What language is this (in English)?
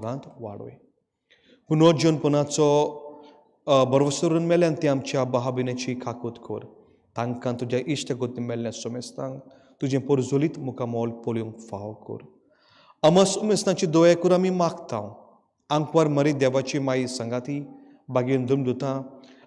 Konkani